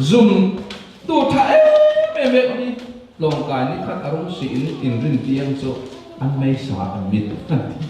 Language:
Falam Chin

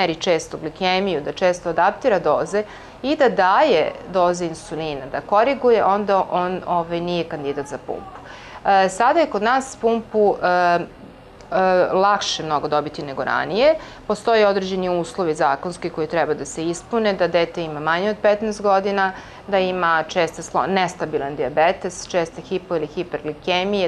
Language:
Serbian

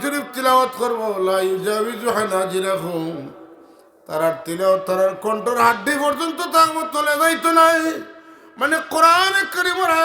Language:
Sylheti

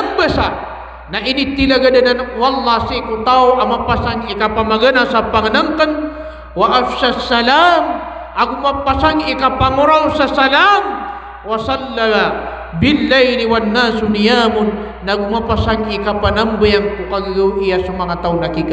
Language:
Maranao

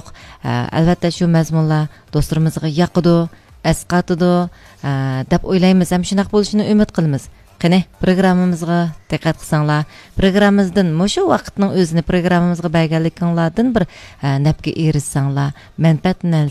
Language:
Uyghur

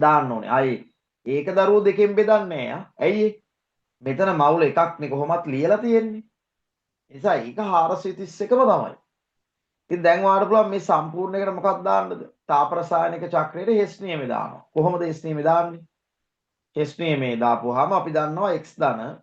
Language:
Sinhala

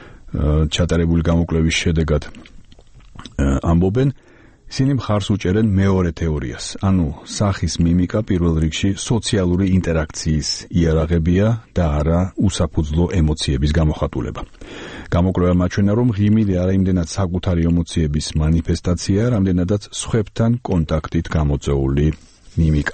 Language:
Georgian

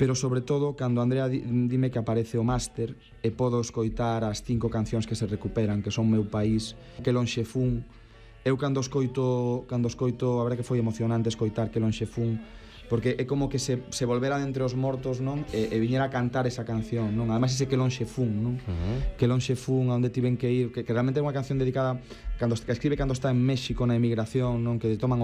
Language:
Galician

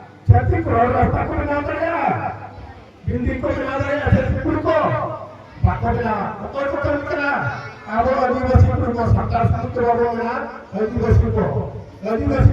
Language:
Santali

